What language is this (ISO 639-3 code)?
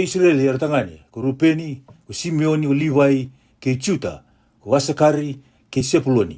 fij